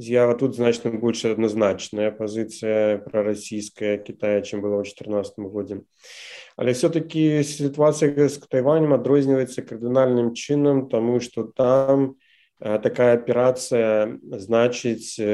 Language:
Belarusian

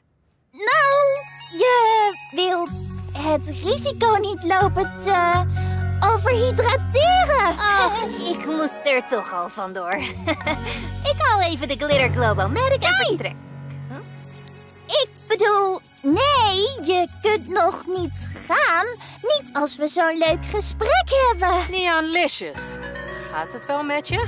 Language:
Dutch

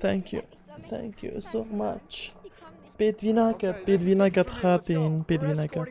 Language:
Kurdish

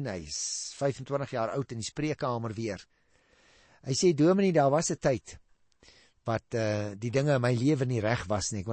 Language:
Afrikaans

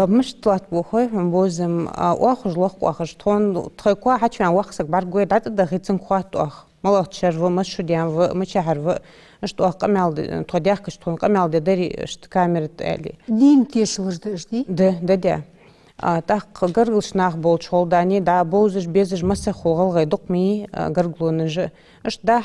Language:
Ingush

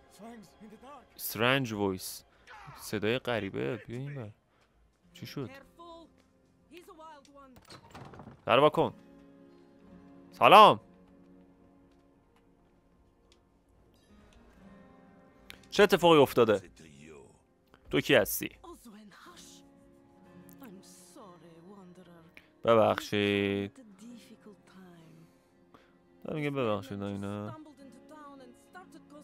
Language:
Persian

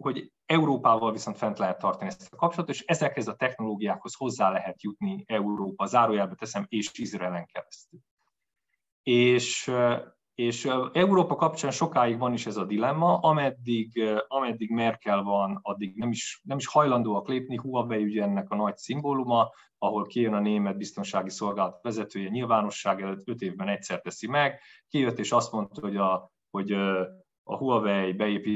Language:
Hungarian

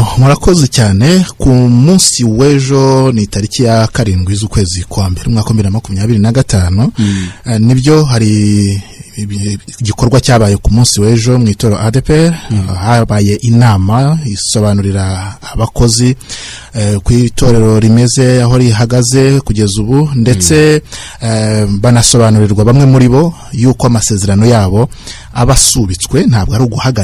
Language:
Kinyarwanda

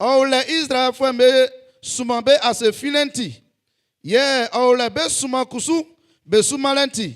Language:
Baoulé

